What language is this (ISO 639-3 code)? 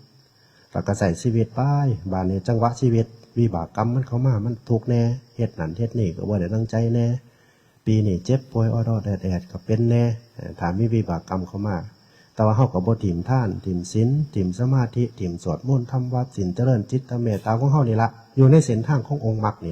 tts